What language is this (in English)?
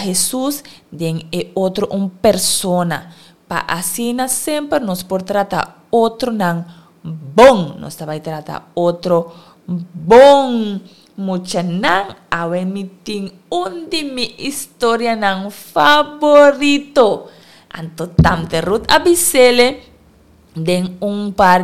Papiamento